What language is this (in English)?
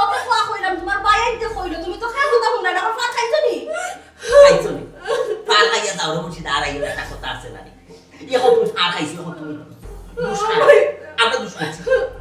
Sylheti